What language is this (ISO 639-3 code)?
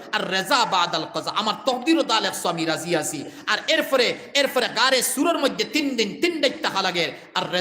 syl